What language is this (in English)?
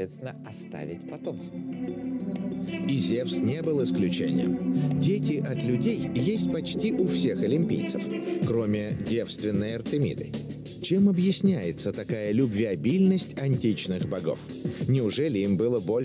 Russian